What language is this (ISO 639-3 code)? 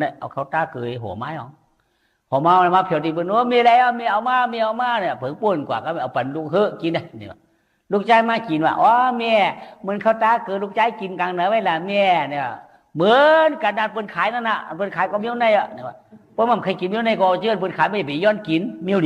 shn